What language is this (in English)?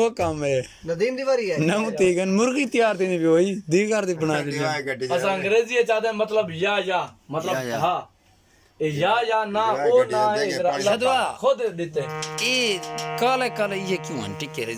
Saraiki